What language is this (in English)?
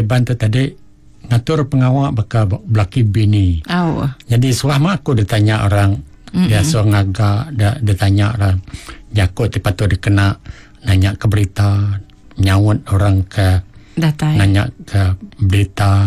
Iban